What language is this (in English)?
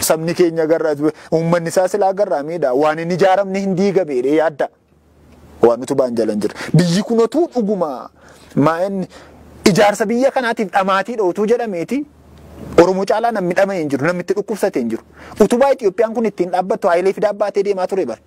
Oromo